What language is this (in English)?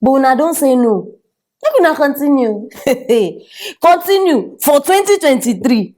Nigerian Pidgin